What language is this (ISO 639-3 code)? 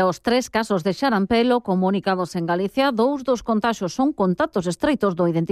glg